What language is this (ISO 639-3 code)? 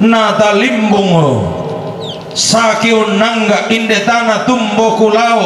sda